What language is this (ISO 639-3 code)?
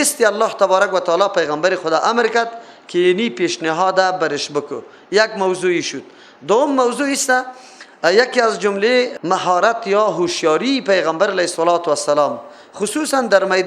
fas